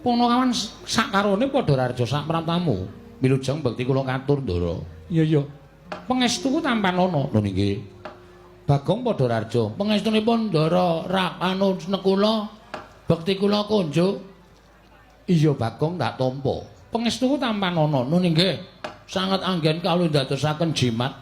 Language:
Javanese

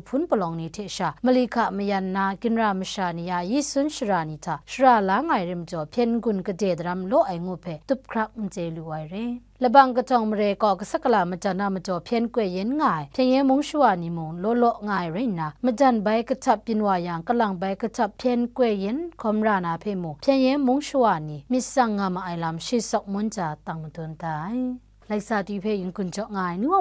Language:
Kachin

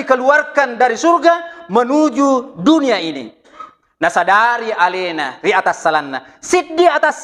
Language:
Buginese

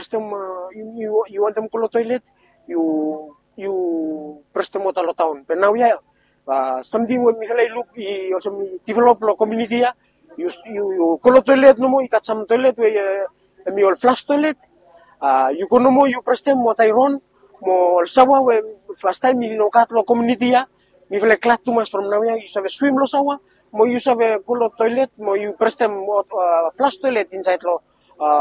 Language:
Bislama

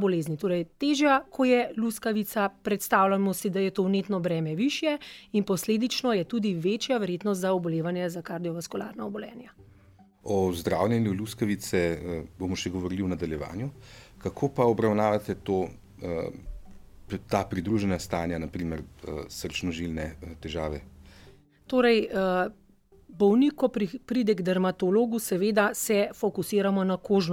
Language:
Slovenian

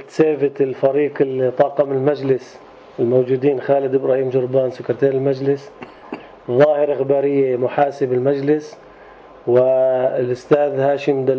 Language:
North Levantine Arabic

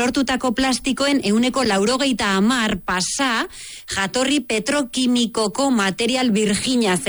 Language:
Basque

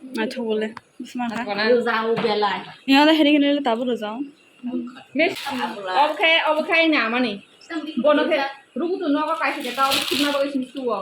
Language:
Kok Borok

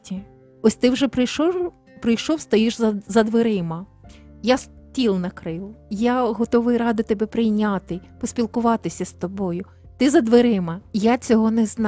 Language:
Ukrainian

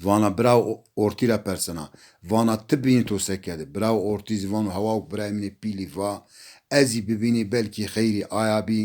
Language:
Zaza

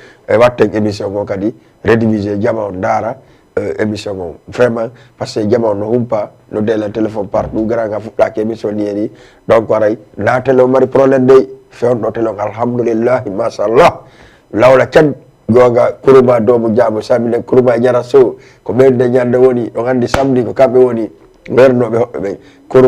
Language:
Fula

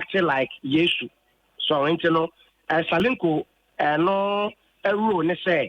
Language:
Akan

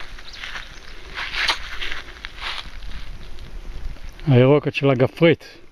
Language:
Hebrew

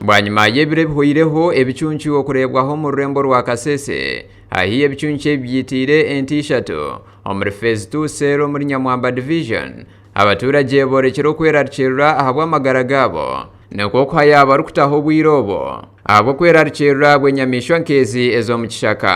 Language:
Nyankole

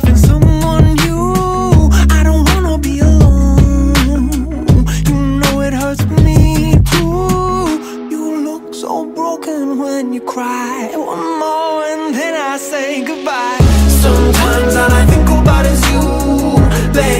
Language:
English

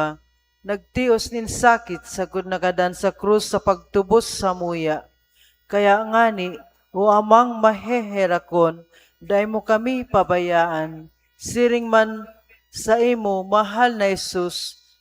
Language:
Bikol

